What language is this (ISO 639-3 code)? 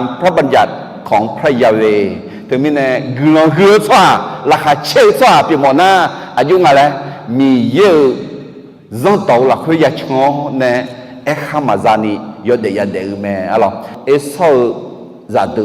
ahk